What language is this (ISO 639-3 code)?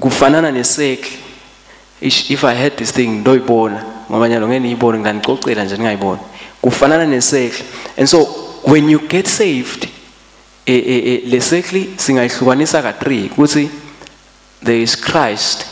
ssw